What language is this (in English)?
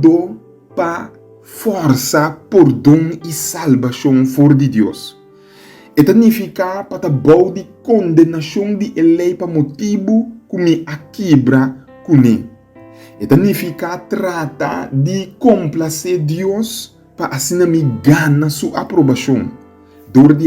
Papiamento